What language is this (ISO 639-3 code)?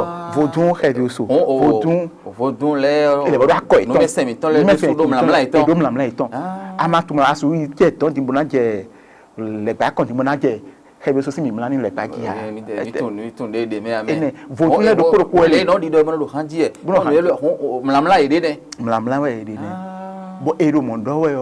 fon